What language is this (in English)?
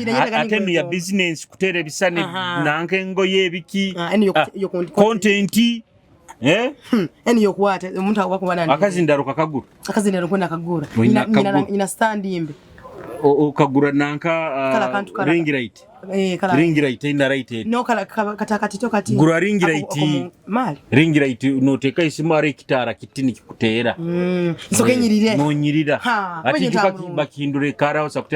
Nyoro